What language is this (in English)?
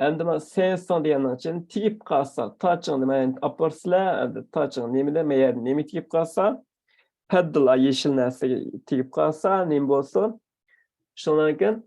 Uyghur